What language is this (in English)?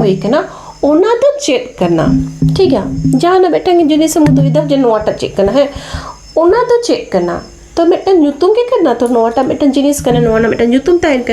Santali